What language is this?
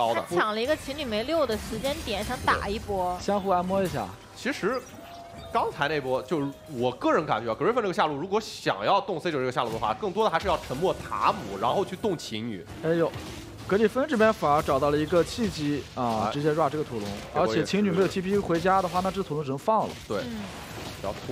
Chinese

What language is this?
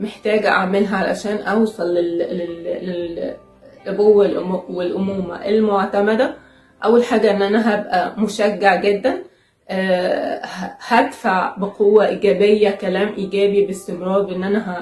Egyptian Arabic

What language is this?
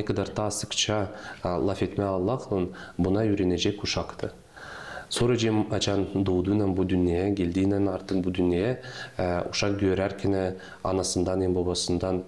Gagauz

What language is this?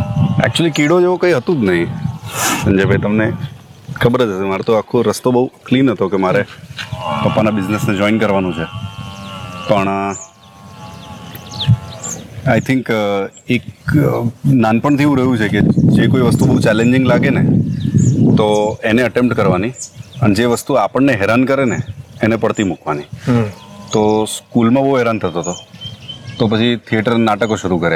Gujarati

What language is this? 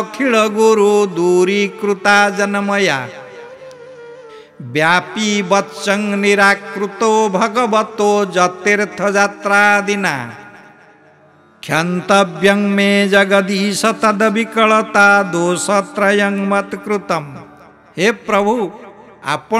Odia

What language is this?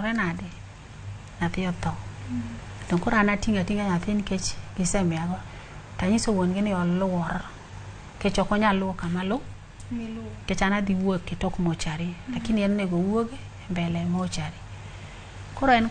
Luo (Kenya and Tanzania)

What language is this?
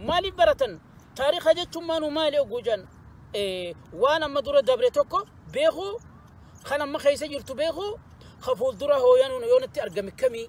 Oromo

